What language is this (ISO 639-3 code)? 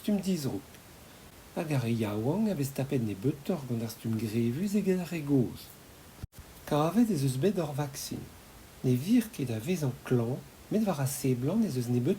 bre